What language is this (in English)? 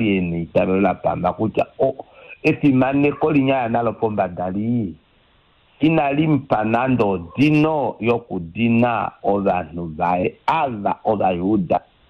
Kuanyama